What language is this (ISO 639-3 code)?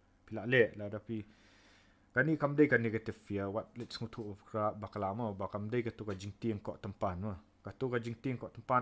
kha